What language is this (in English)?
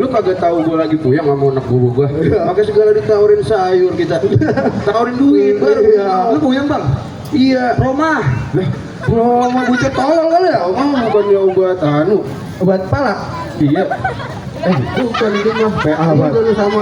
Betawi